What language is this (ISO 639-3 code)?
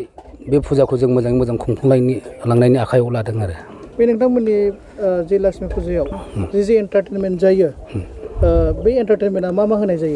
brx